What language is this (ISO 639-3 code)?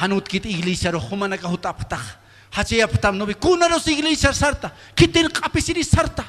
aym